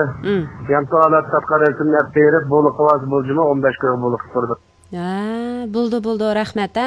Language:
Uyghur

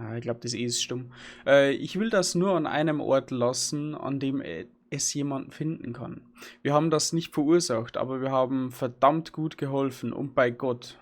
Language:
Bavarian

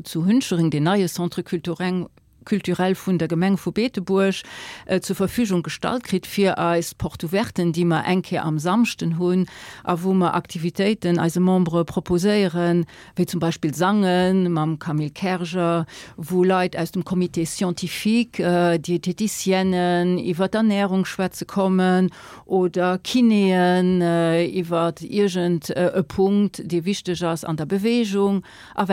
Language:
Luxembourgish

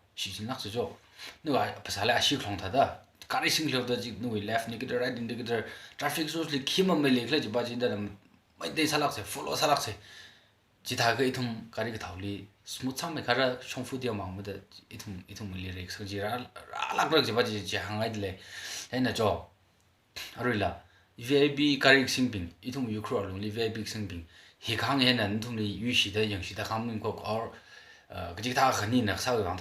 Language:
Tangkhul Naga (India)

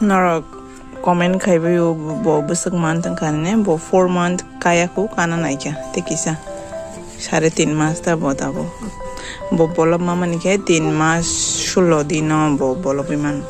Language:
Kok Borok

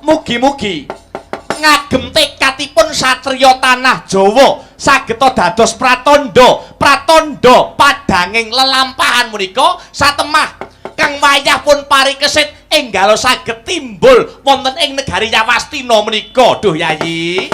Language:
Javanese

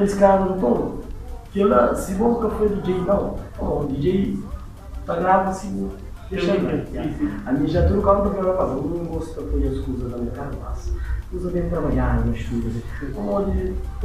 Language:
Kabuverdianu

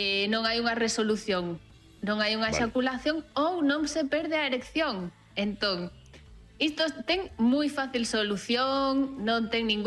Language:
Galician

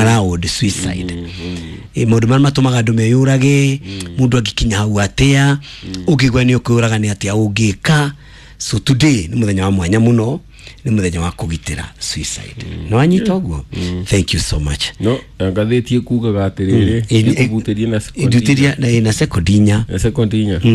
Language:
Kikuyu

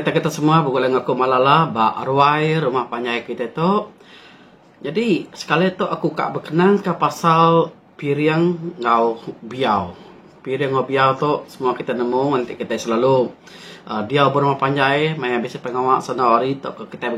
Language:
Iban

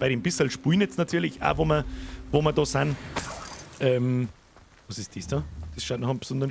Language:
Bavarian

